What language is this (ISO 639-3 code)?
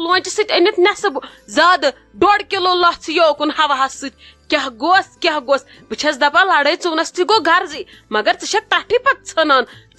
kas